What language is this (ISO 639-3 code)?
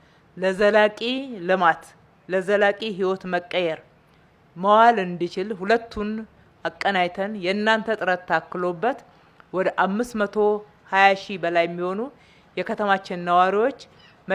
amh